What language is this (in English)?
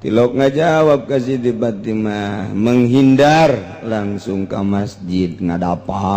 Sundanese